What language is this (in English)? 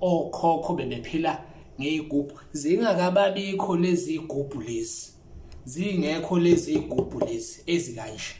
Zulu